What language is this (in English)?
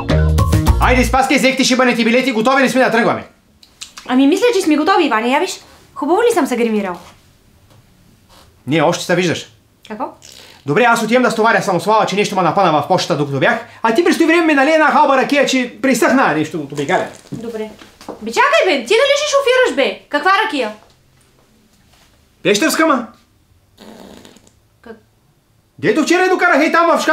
Bulgarian